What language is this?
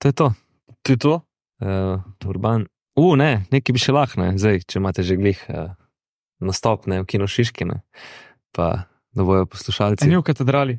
Slovenian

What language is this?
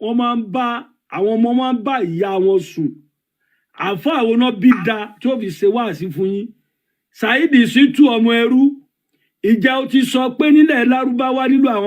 Yoruba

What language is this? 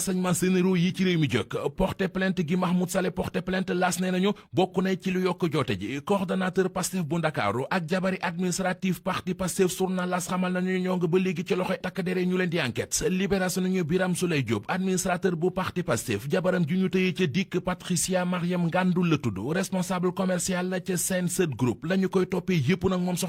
Wolof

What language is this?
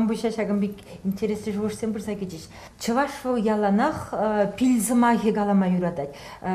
Chuvash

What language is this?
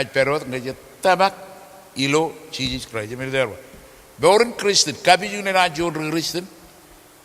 Marshallese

